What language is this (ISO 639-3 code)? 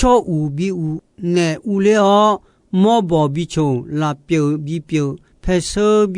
ahk